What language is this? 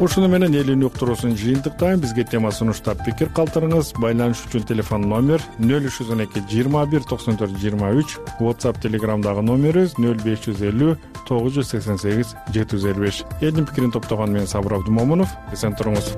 Kyrgyz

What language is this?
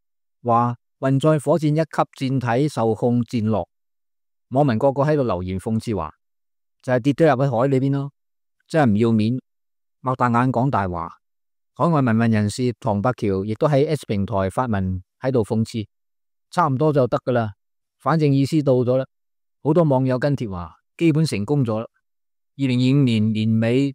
Cantonese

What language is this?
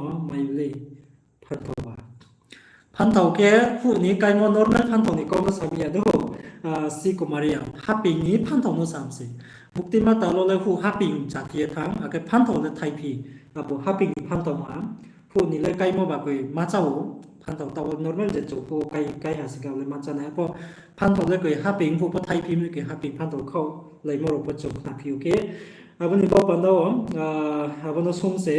Riang (India)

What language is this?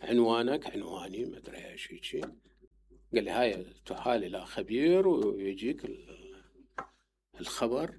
Mesopotamian Arabic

